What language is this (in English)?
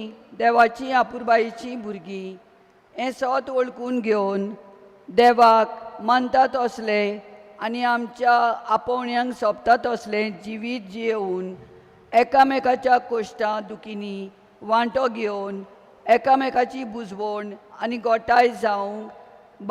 Konkani